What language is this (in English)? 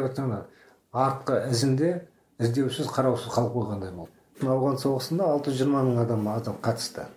Kazakh